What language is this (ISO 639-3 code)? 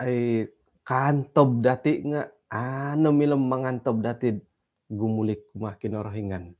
dtp